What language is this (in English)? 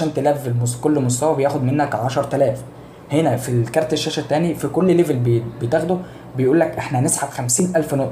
Egyptian Arabic